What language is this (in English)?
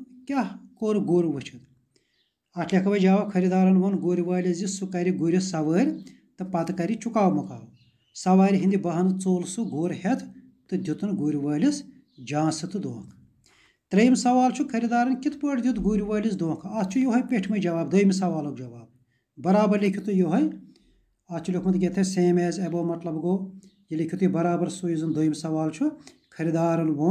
Kashmiri